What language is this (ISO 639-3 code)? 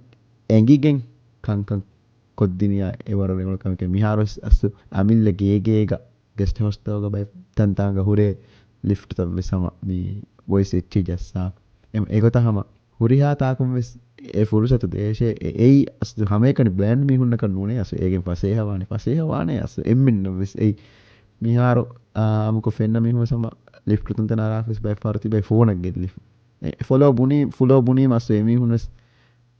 div